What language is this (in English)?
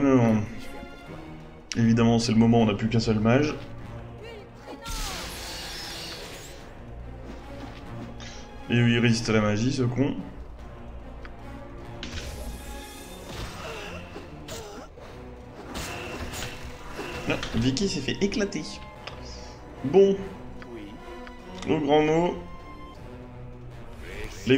French